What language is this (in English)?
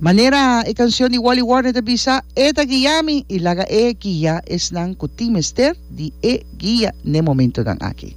Papiamento